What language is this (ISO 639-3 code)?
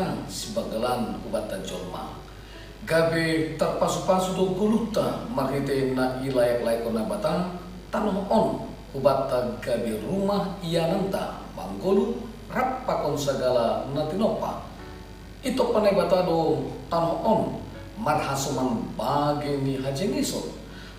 bts